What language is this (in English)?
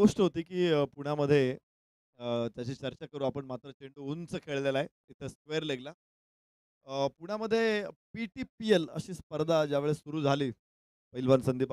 Marathi